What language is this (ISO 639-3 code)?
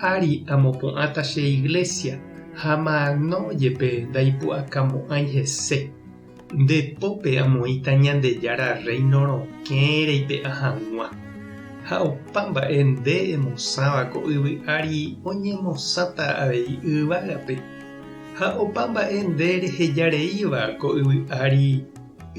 grn